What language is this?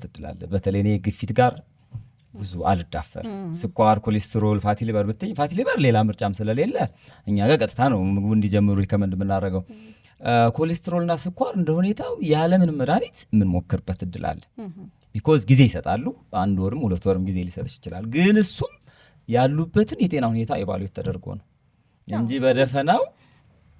Amharic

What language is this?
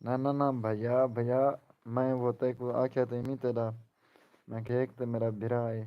Saraiki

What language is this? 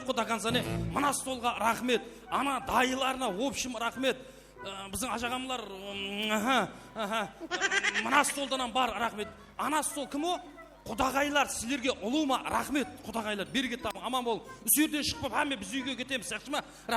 Kara-Kalpak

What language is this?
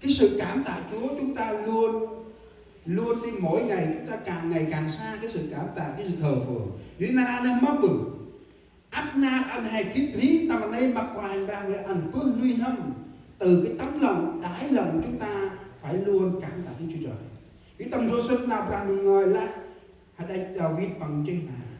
Central Mnong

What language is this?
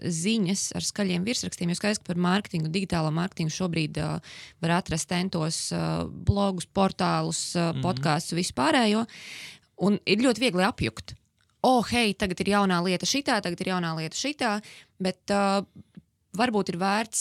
Latvian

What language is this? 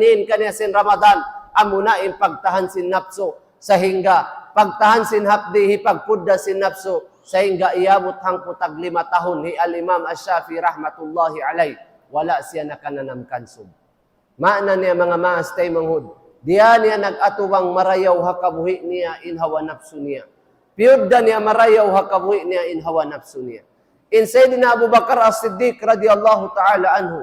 Tausug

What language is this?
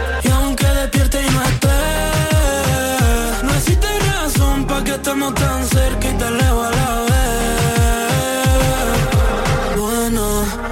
Spanish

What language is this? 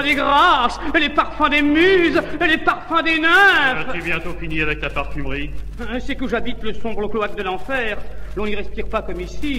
French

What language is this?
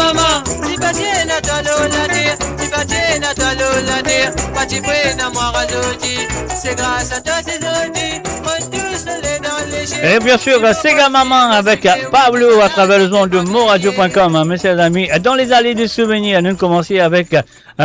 Morisyen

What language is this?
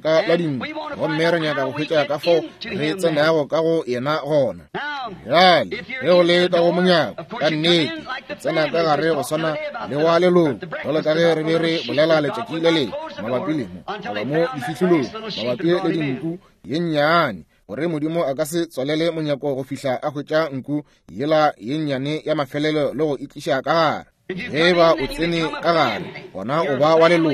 Northern Sotho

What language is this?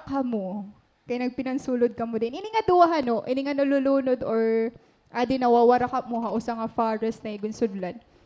Waray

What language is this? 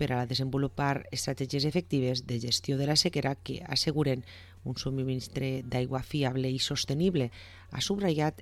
Catalan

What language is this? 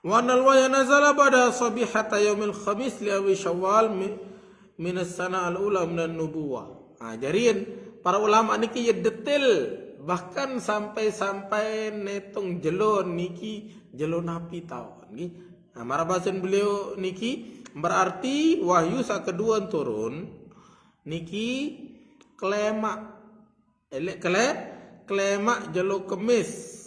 Sasak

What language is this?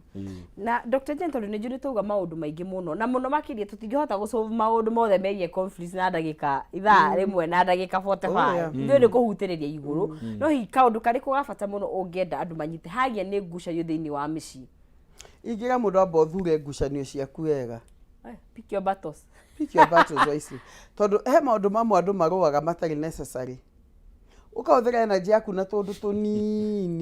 Kikuyu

